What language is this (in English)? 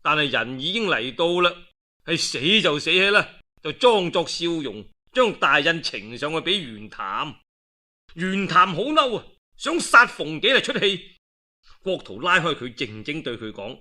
Cantonese